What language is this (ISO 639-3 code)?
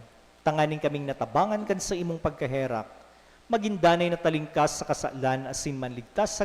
bik